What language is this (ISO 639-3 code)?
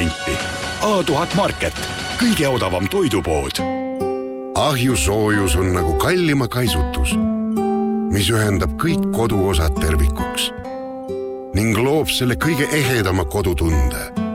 est